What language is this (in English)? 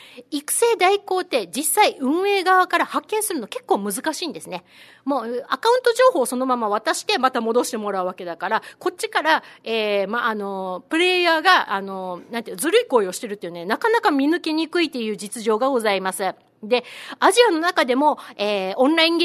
Japanese